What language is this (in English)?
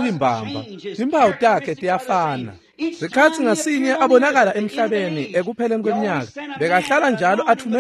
Swati